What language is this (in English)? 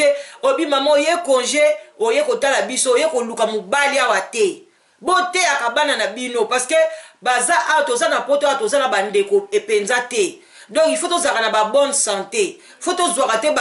Lingala